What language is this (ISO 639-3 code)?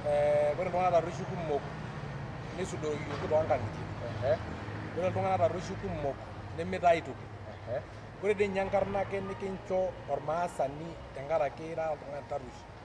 mas